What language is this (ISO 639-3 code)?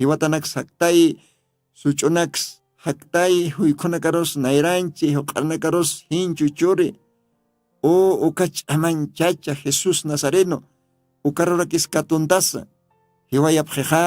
aym